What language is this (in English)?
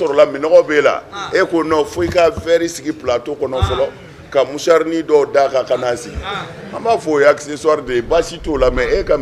Bambara